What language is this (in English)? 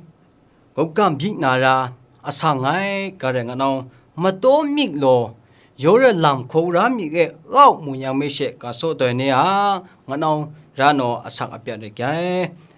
Kachin